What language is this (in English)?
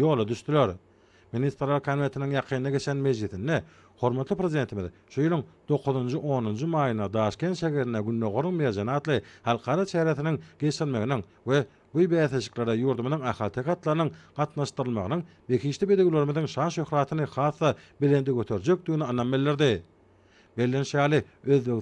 Turkmen